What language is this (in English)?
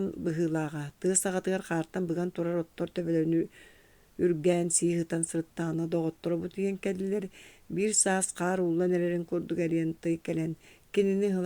Yakut